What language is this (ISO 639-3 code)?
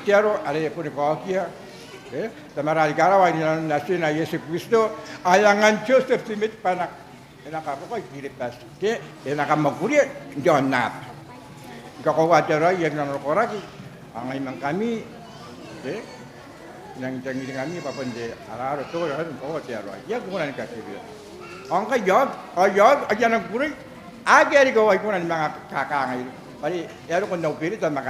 gil